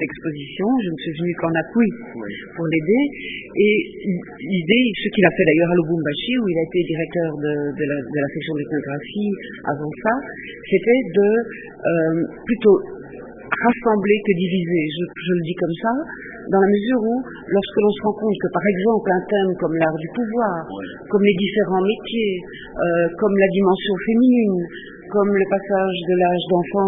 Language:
French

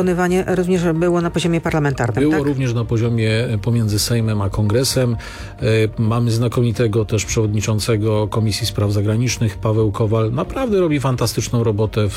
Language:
Polish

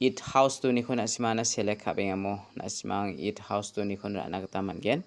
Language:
Garo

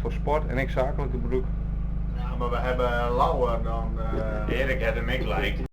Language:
Western Frisian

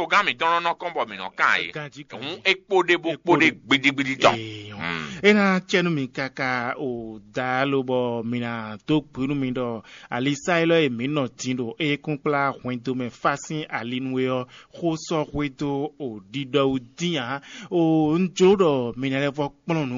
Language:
Fon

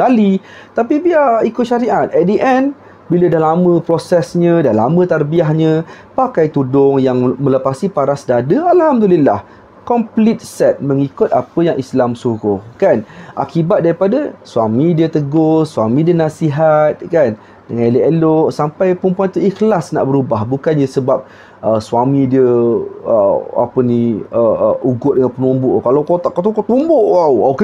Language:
Malay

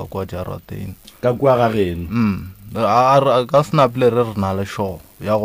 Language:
Northern Sotho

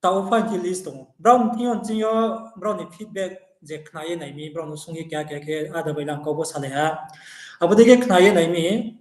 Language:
Riang (India)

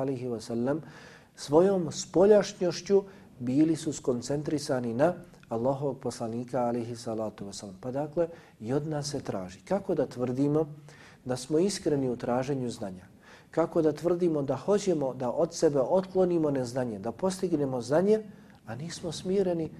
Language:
Bosnian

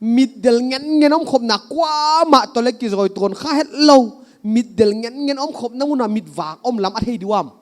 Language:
Paite Chin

